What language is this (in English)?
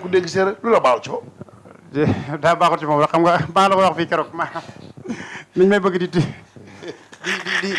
Wolof